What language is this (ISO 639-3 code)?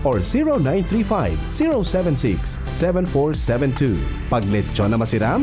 bik